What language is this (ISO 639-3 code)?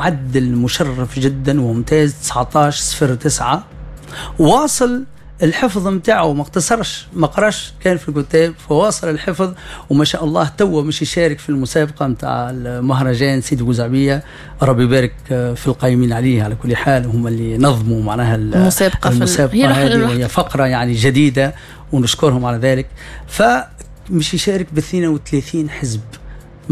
aeb